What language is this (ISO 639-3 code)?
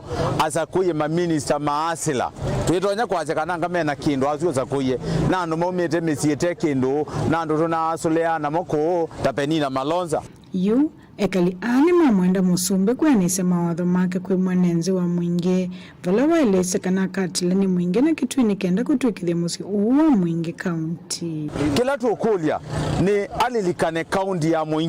kam